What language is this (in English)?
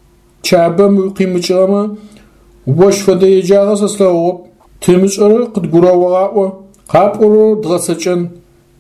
Adyghe